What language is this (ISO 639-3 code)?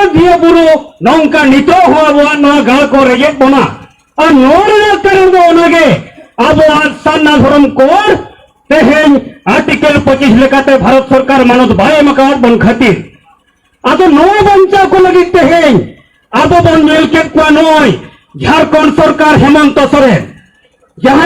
sat